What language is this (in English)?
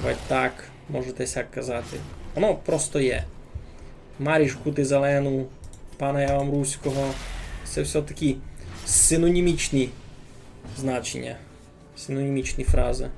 Rusyn